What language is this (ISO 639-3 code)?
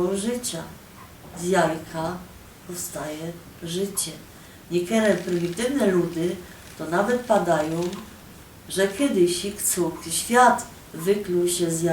szl